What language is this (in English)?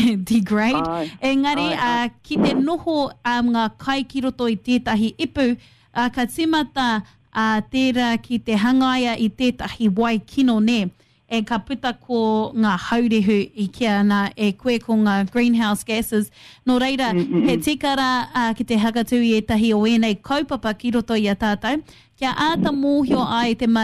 Māori